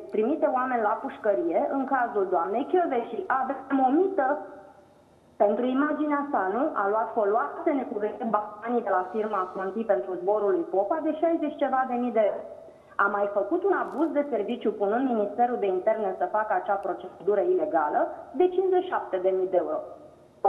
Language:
Romanian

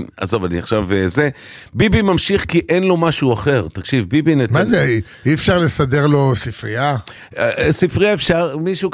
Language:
Hebrew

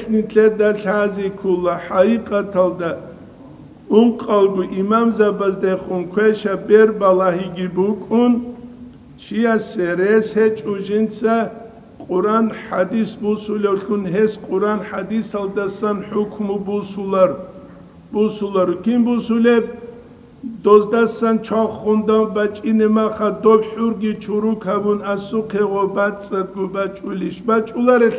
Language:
Avaric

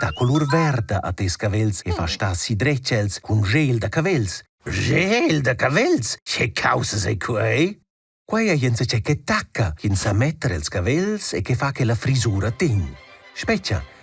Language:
Romansh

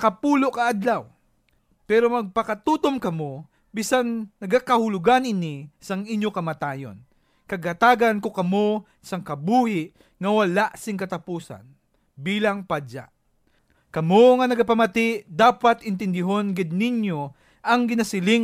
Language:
Hiligaynon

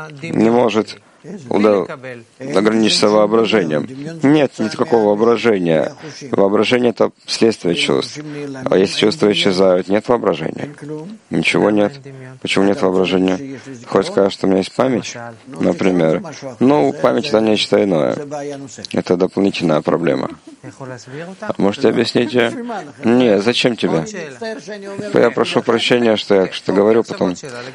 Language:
Russian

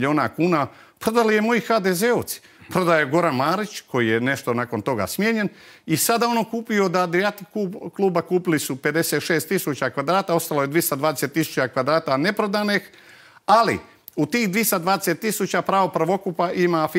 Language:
Croatian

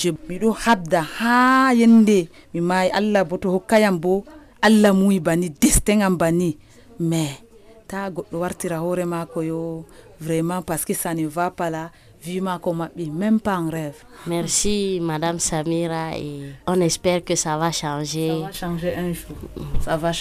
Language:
Nigerian Fulfulde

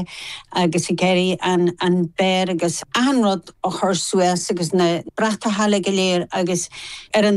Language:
Irish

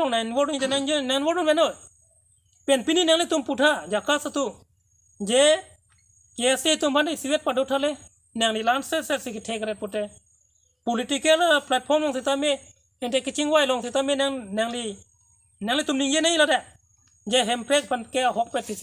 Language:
Karbi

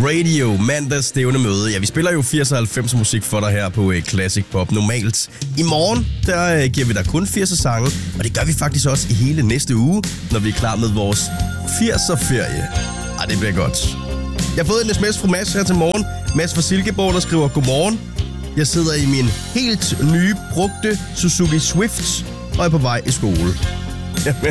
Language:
Danish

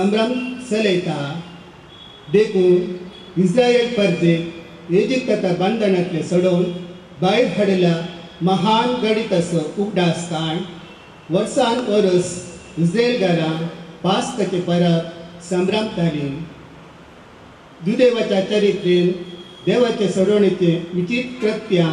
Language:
Konkani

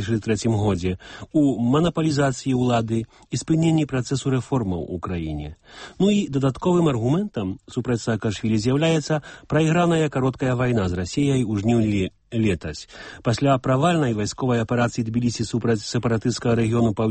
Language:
Belarusian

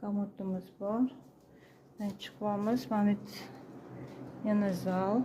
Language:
Uzbek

